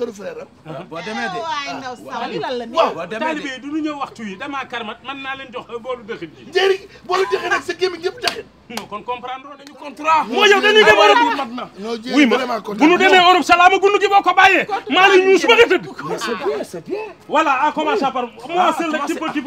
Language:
Wolof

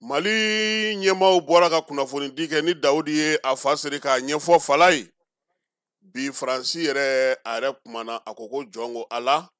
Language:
Bambara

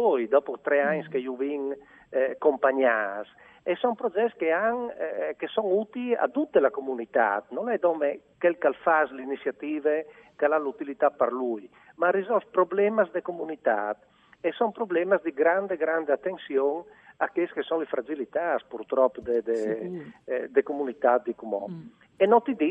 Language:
Friulian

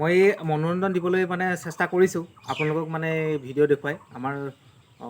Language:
Assamese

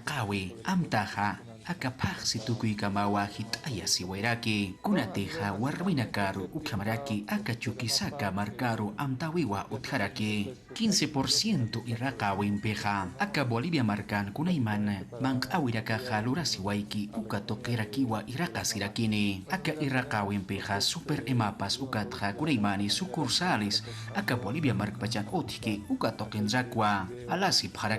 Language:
Aymara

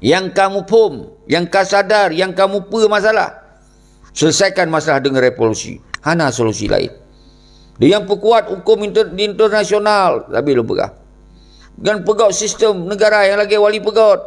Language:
Achinese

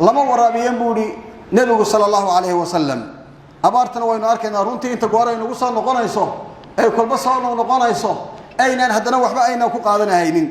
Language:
Somali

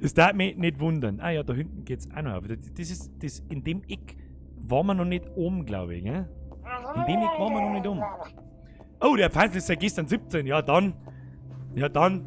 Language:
Bavarian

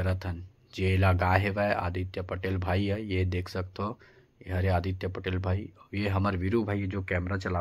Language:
Chhattisgarhi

